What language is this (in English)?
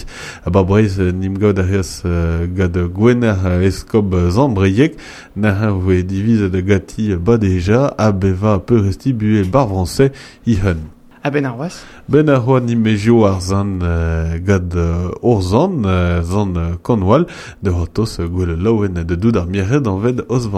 Breton